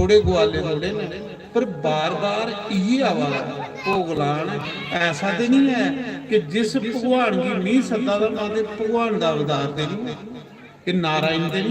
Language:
Dogri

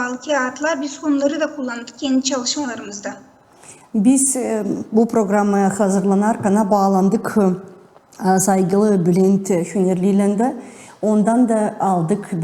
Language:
Gagauz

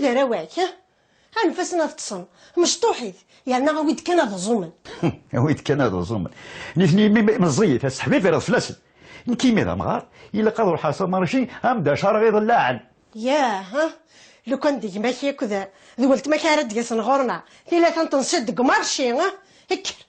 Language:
Kabyle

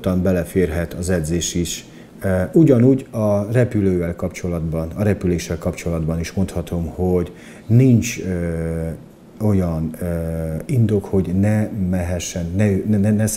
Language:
Hungarian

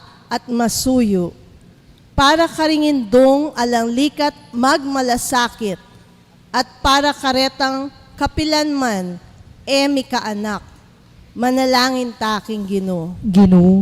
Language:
Pampanga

